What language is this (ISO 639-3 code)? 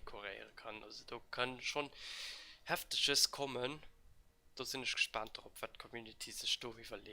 ltz